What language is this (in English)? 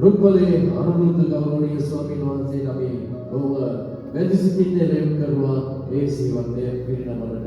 Sinhala